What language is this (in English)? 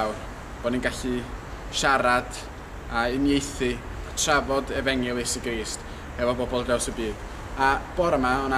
Welsh